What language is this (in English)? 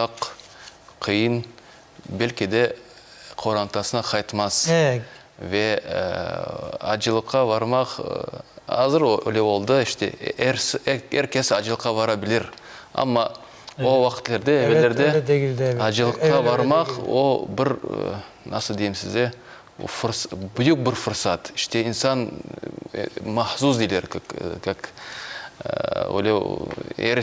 Crimean Tatar